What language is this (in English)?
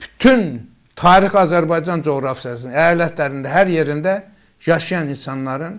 Azerbaijani